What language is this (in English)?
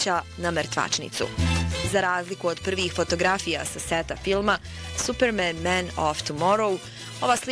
Bosnian